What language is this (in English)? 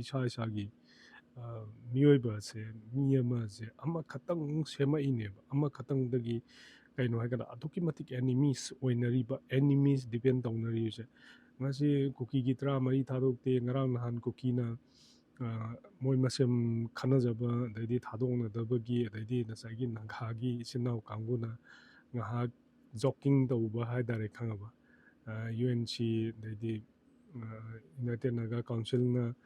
Manipuri